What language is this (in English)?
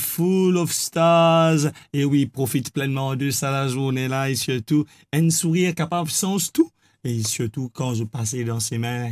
Morisyen